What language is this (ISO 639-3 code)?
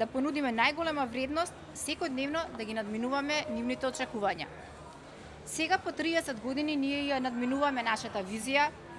mkd